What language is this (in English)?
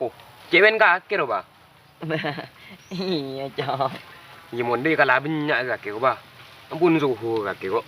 Madurese